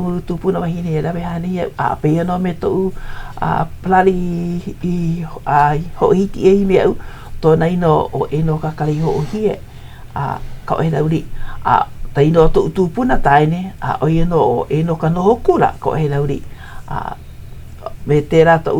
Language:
Hawaiian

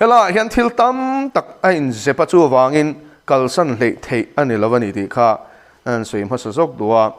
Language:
Mizo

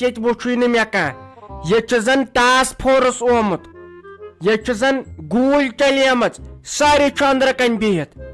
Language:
Kashmiri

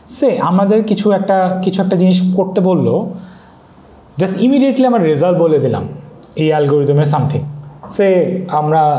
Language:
Bangla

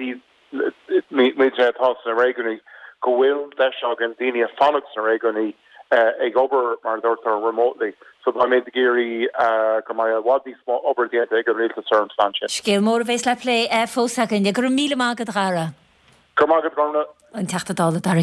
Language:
Irish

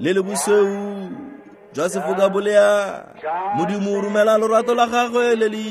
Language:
Tswana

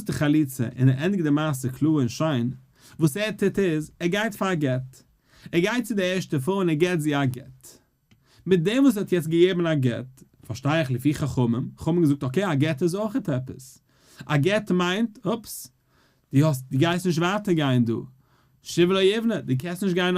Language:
Yiddish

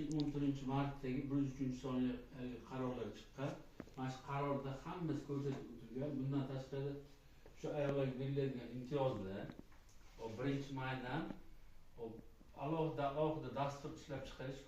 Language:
Uzbek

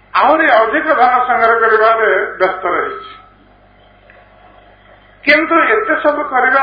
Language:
Odia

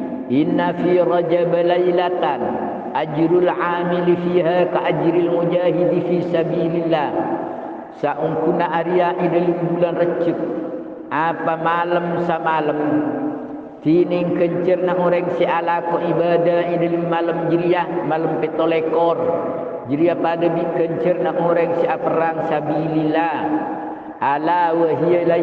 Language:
Madurese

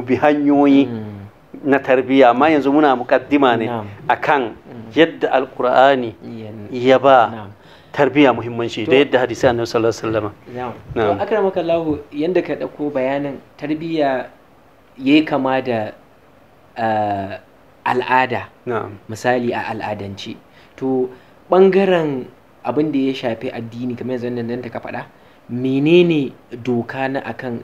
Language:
Hausa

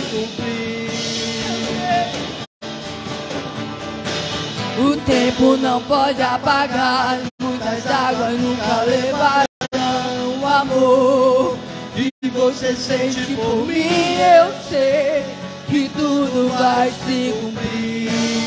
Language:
Portuguese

